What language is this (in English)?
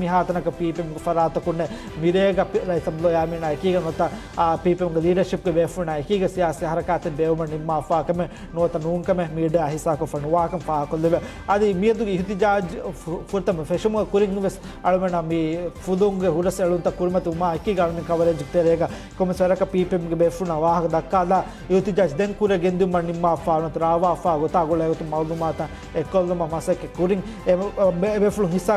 Divehi